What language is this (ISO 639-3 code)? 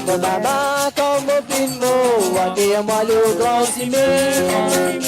mfe